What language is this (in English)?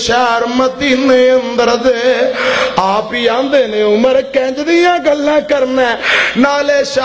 Western Panjabi